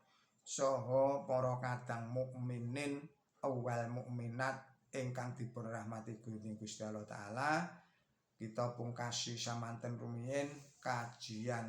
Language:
Javanese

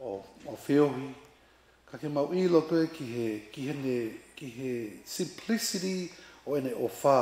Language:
Tongan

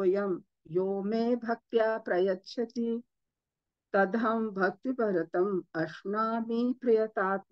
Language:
Sanskrit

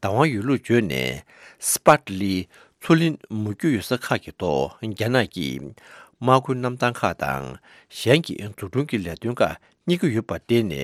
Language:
Tibetan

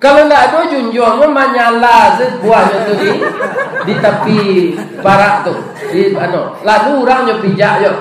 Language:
Minangkabau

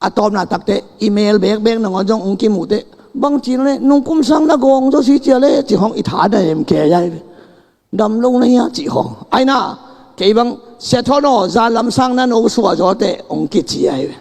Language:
Tedim Chin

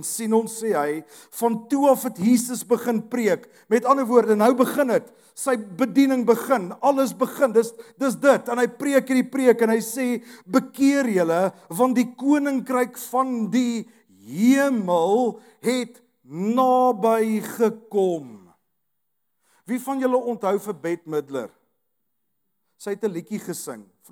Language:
Afrikaans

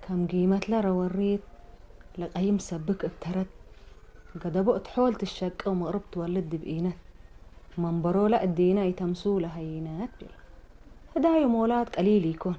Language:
Tigre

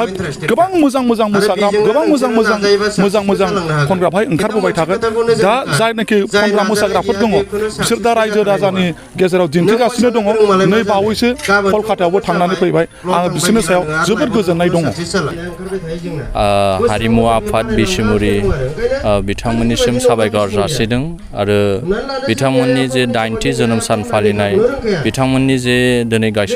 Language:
Bodo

